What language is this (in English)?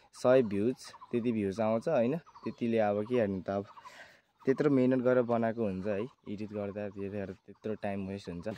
Nepali